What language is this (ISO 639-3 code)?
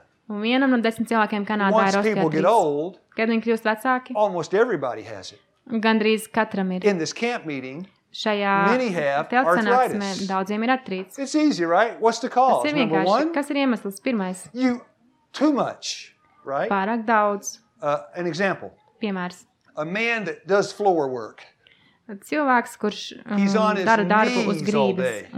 lav